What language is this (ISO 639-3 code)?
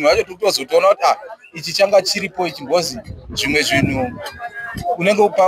sna